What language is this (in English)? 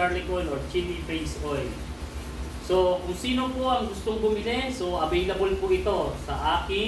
Filipino